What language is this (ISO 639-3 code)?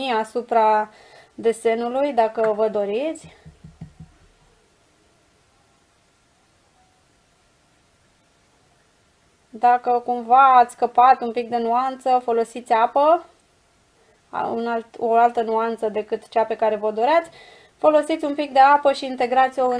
ron